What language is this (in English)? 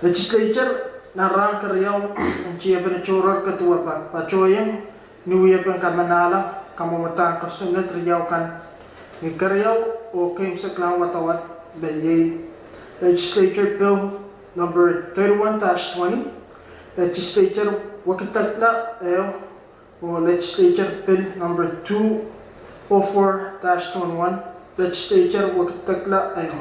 Pohnpeian